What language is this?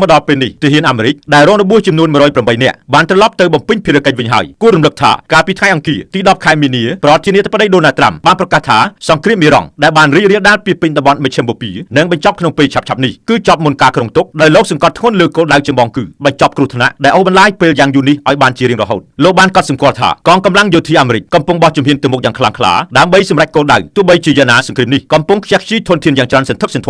Khmer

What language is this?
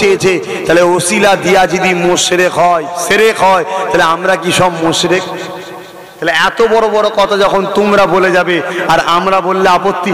Bangla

